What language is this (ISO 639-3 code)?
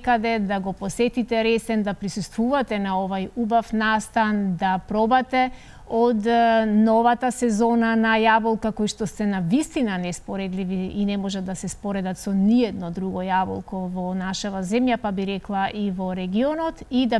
mkd